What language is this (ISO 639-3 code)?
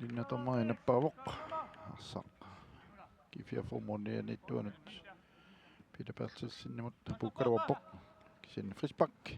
kal